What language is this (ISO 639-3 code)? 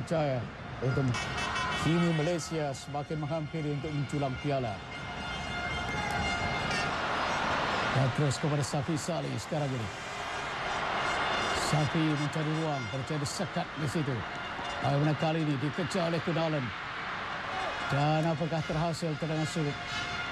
msa